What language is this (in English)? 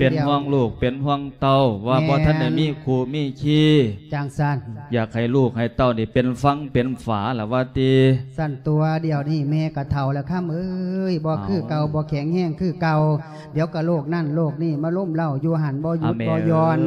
Lao